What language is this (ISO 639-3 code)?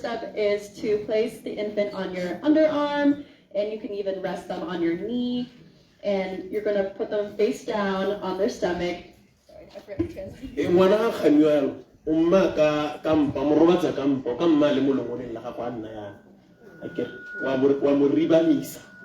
tsn